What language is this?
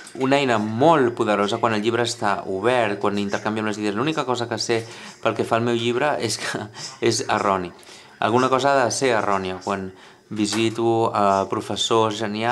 Catalan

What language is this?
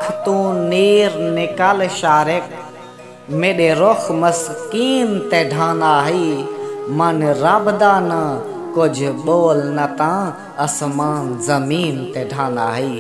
Saraiki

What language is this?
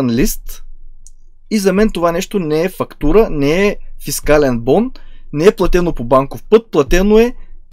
Bulgarian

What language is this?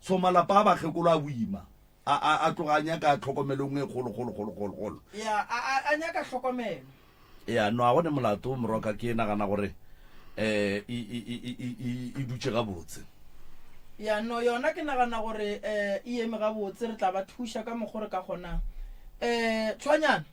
Northern Sotho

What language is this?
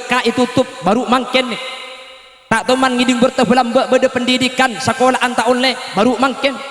Madurese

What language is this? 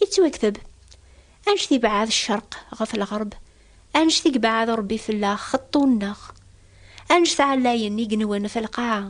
Kabyle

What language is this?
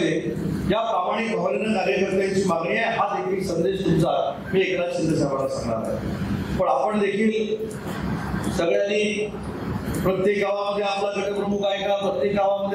Marathi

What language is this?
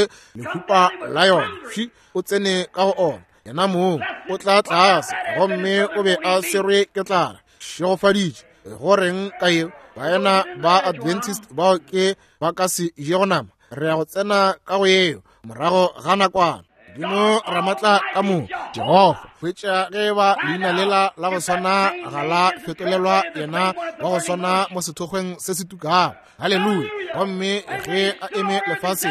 Northern Sotho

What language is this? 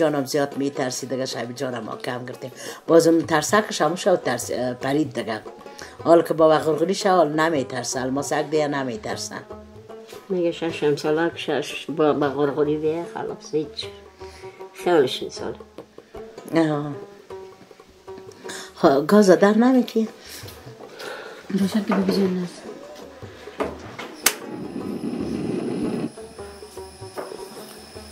Persian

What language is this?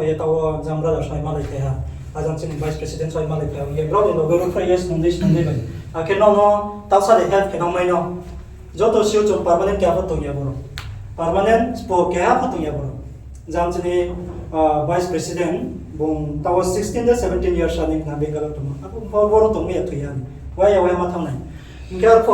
Riang (India)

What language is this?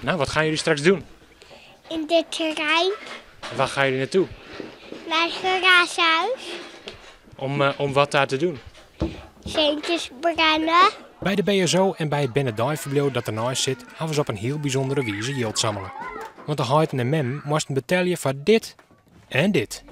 Western Frisian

